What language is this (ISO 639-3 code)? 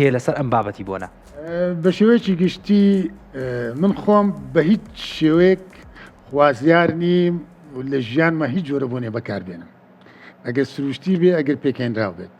ckb